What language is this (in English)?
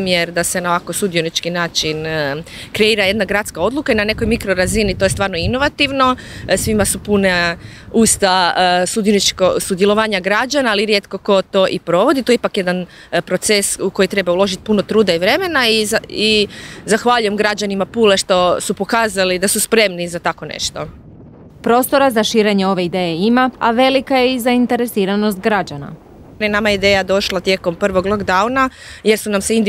Croatian